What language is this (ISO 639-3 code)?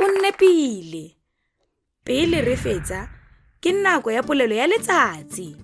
tsn